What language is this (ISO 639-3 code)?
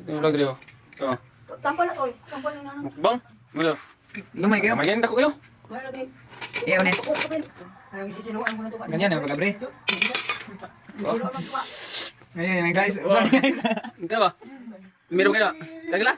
ceb